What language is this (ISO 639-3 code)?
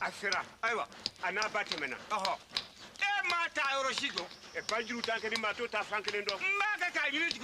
bam